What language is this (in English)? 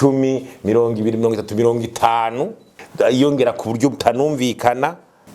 Rundi